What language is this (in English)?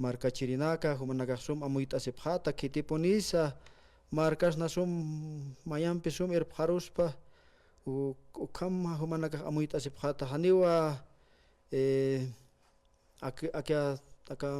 Aymara